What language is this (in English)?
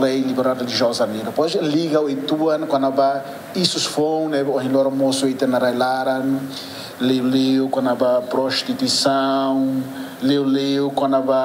Tetum